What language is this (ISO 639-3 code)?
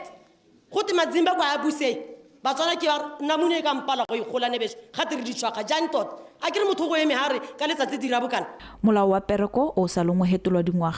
tsn